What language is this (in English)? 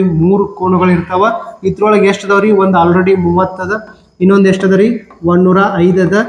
Kannada